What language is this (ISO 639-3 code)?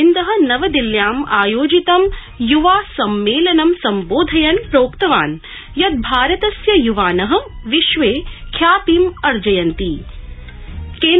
san